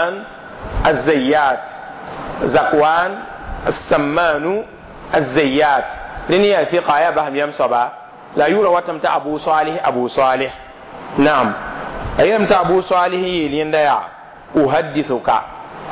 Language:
Mossi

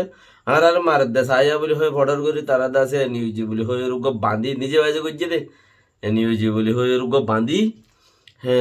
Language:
Rohingya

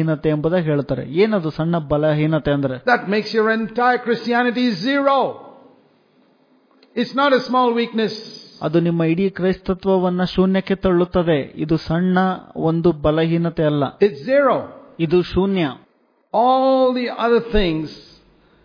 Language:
Kannada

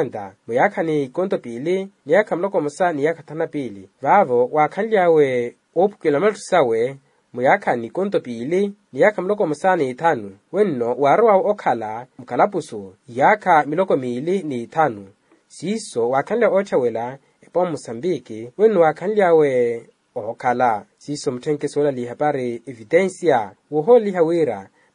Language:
Makhuwa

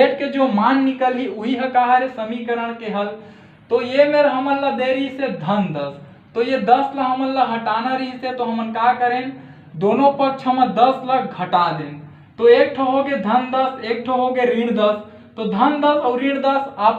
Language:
Chhattisgarhi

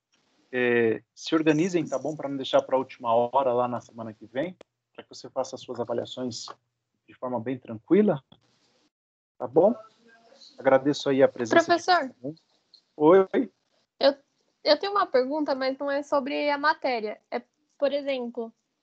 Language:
Portuguese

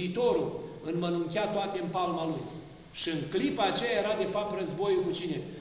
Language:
Romanian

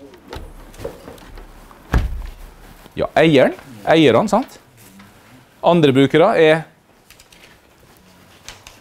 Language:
Norwegian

